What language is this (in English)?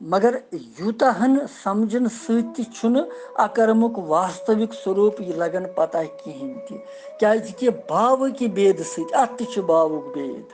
Kashmiri